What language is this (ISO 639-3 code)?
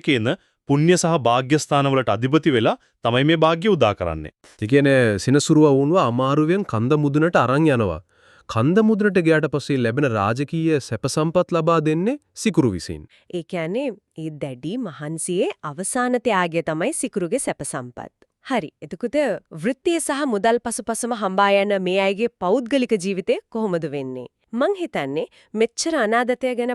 sin